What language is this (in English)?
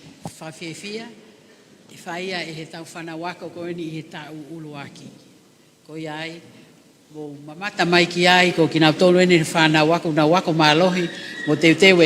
Tongan